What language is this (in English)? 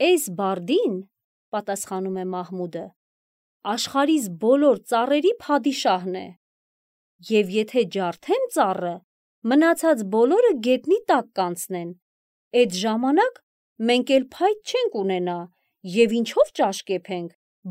Armenian